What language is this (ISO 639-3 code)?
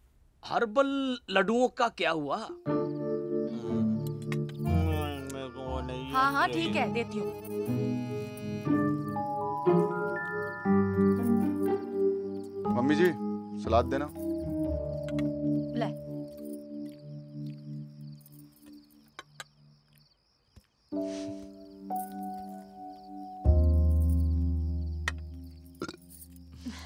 hin